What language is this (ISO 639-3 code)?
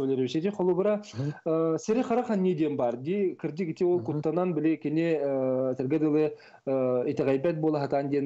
sah